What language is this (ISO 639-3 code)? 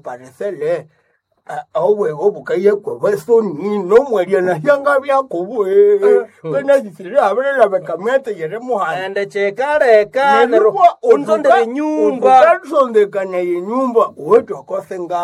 nnb